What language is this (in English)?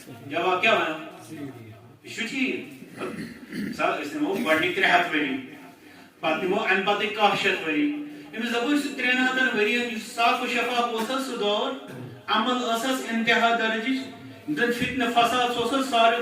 Kashmiri